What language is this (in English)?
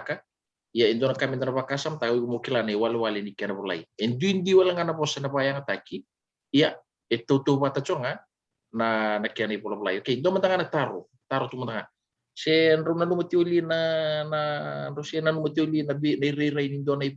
Fijian